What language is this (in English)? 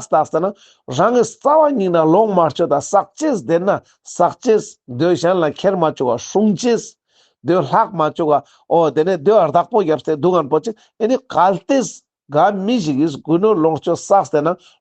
Ladakhi